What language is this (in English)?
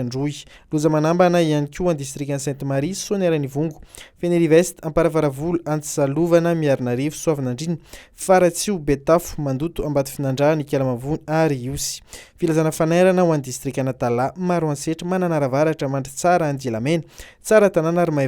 Malagasy